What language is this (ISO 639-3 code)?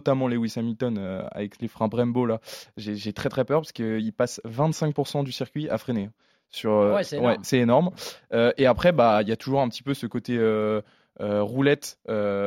fra